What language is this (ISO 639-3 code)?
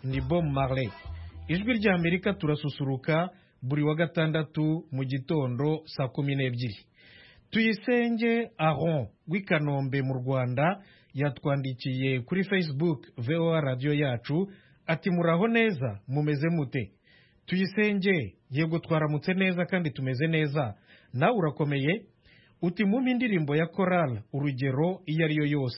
kin